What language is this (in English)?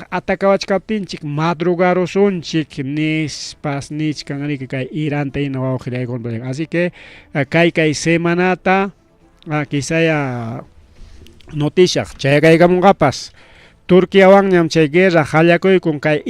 Ayacucho Quechua